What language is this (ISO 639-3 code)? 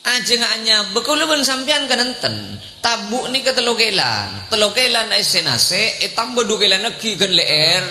mad